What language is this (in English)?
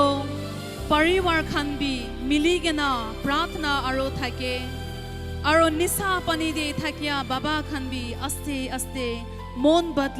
Naga Pidgin